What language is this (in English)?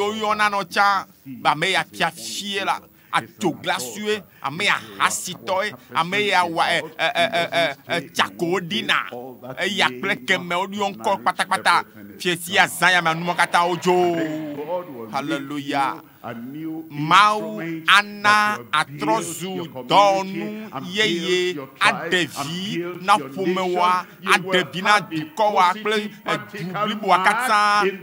Ewe